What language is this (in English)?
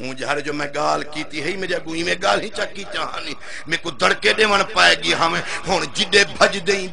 Saraiki